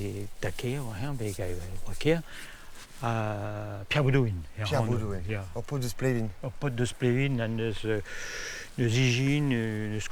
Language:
Breton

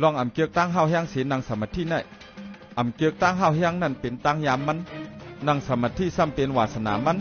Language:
Shan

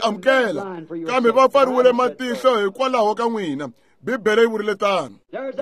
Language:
Tsonga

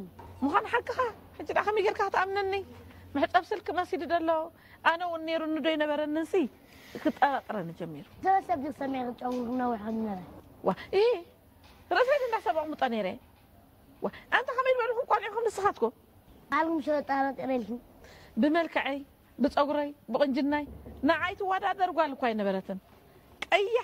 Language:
Tigrinya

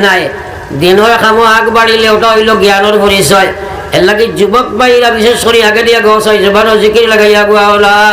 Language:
Sylheti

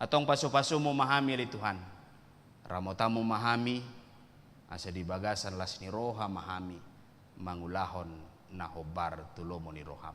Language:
Batak Toba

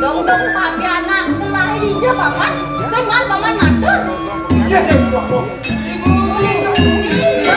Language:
Balinese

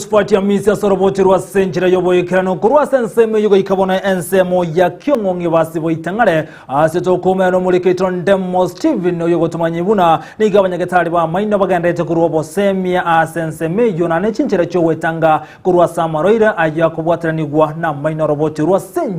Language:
Gusii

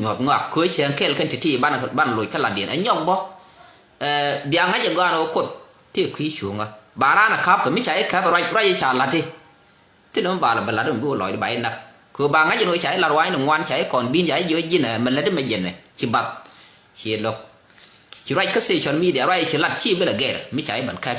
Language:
Nuer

